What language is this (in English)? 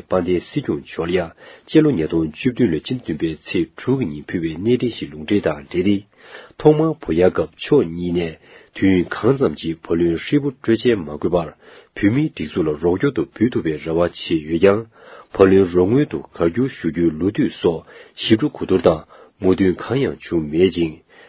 Tibetan